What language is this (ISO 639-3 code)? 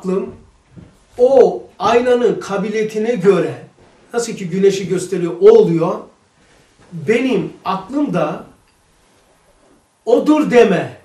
tur